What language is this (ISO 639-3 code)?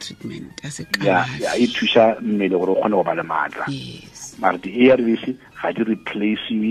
tsn